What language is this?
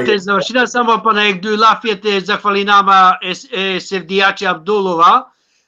Balkan Romani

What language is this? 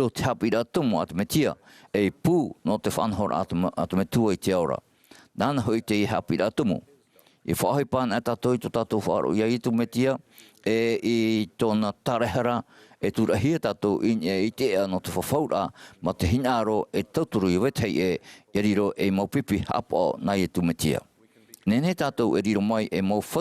Tahitian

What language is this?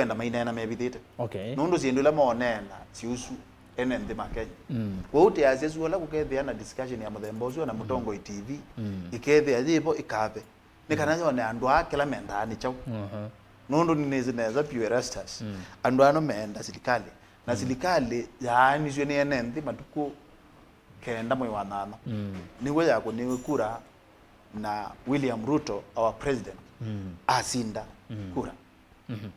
Kamba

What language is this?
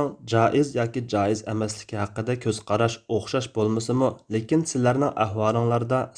Uyghur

